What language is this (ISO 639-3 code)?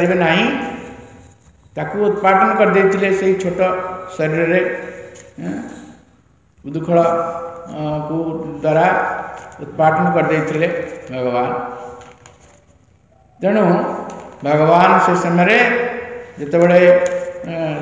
ori